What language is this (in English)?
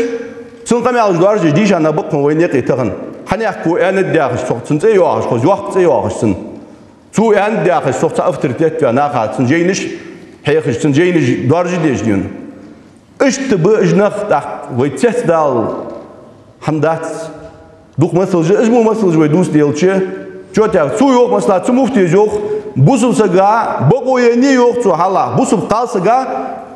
Ingush